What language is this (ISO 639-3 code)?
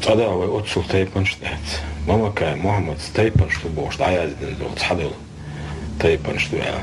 che